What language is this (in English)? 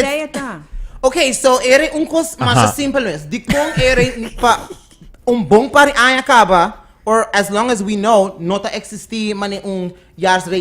Papiamento